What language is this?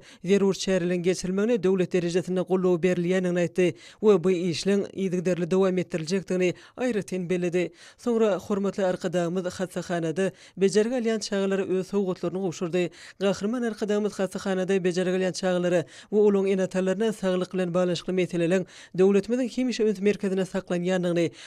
Turkmen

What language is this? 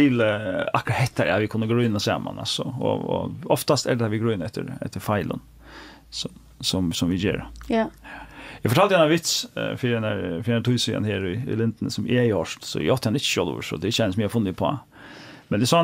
Faroese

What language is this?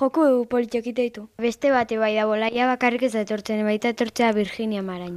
Basque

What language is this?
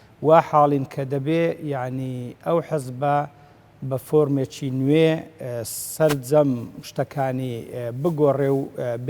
Central Kurdish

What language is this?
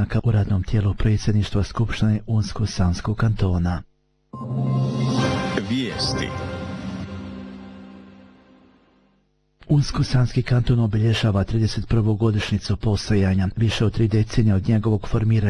Bosnian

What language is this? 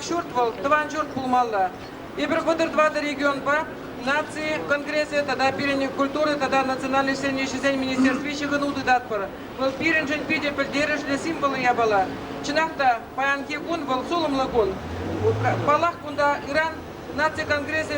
Chuvash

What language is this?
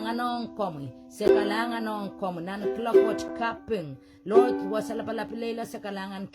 Pohnpeian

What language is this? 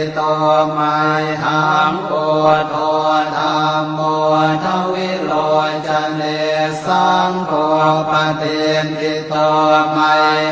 Pali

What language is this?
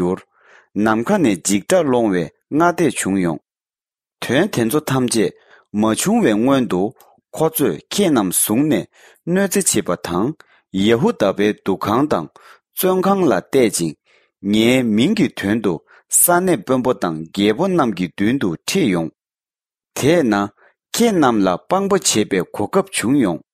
Tibetan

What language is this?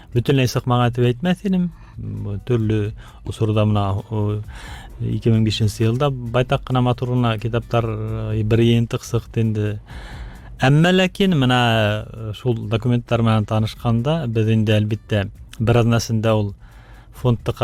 Bashkir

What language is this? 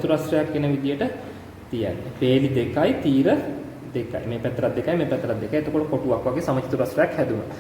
Sinhala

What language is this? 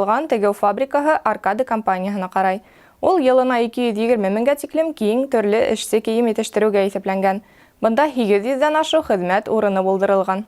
Bashkir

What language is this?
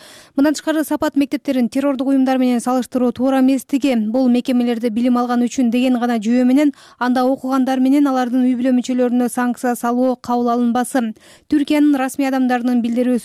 Kyrgyz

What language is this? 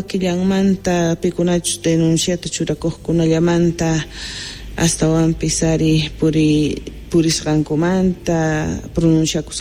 South Bolivian Quechua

